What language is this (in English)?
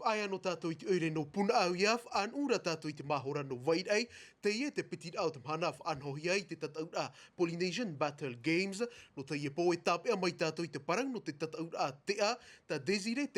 Tahitian